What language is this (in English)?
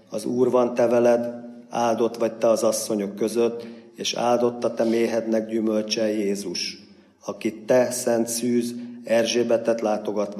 Hungarian